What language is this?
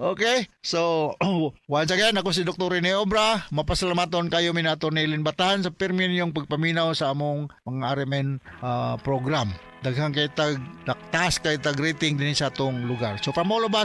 Cebuano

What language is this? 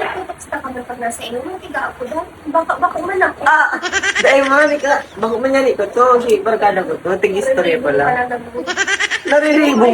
Bikol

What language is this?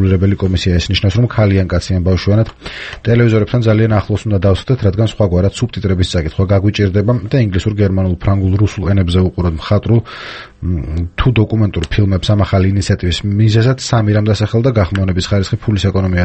Georgian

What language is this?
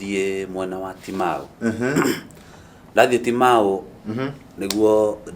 Kikuyu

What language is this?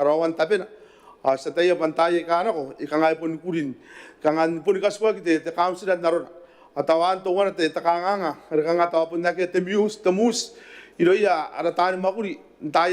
Gilbertese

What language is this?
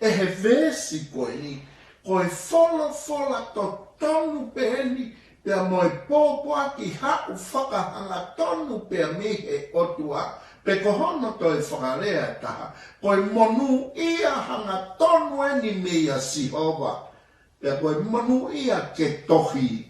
Tongan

